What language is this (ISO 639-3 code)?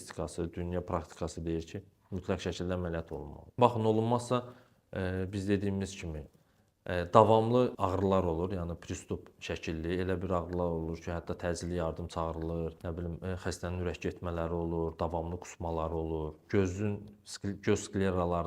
aze